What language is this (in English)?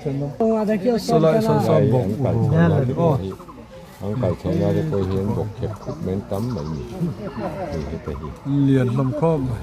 Mizo